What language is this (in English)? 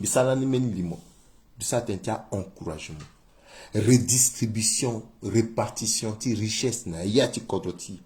Sango